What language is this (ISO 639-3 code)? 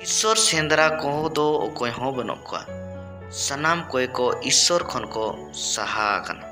sat